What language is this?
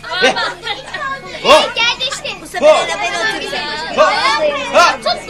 Turkish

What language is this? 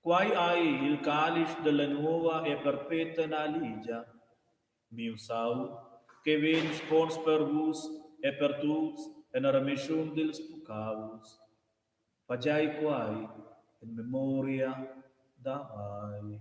Romansh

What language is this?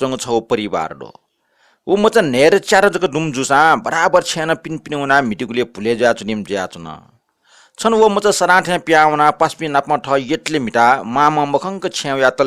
Newari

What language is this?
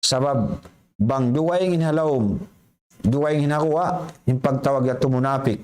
Tausug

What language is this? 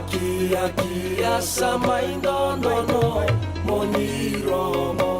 Fijian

